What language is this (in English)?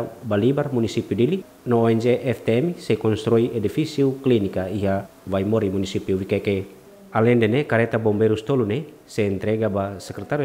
Tetum